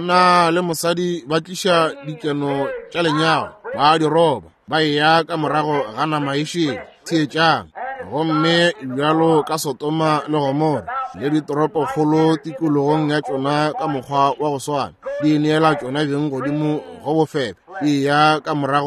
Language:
Northern Sotho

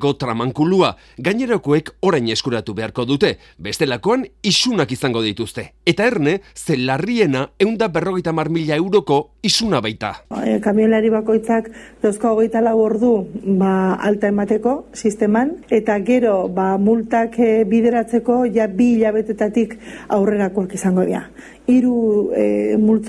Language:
Basque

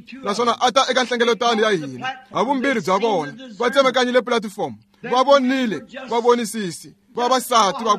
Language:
Tsonga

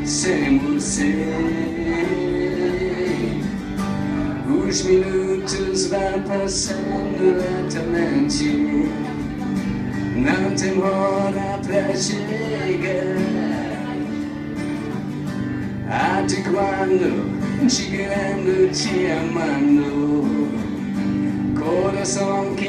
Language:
Portuguese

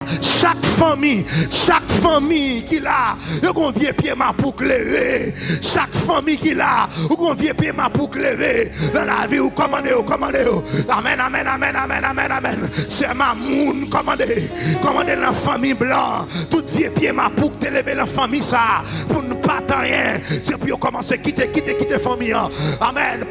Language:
Haitian Creole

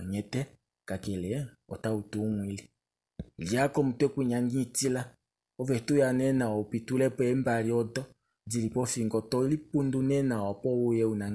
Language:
Kuanyama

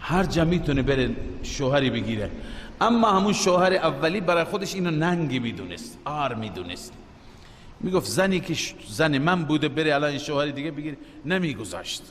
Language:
Persian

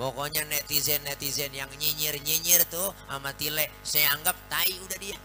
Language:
Betawi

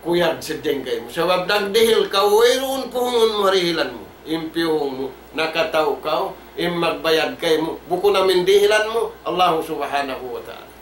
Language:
Tausug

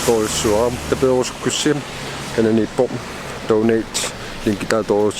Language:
Kalaallisut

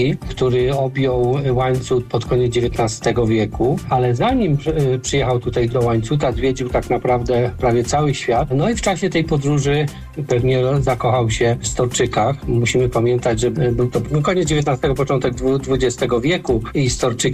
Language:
Polish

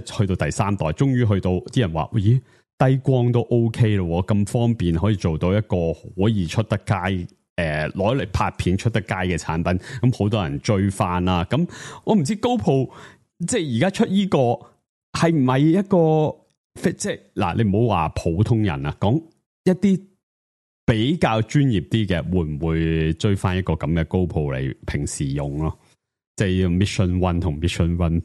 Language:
Cantonese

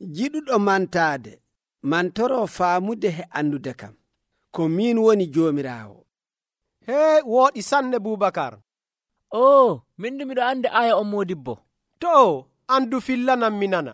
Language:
Nigerian Fulfulde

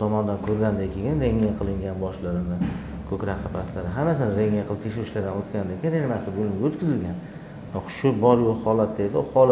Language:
Uzbek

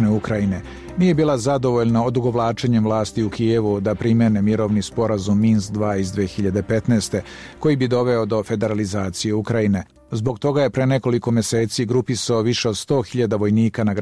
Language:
Serbian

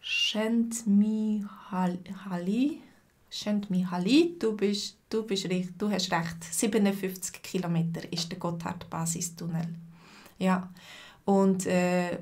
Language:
Swiss German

